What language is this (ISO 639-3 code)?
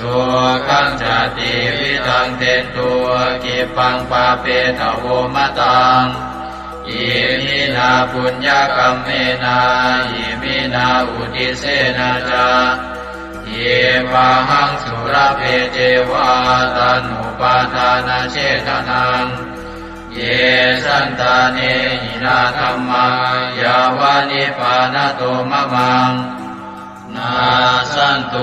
pli